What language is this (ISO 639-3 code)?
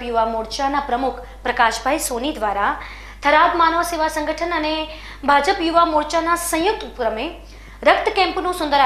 guj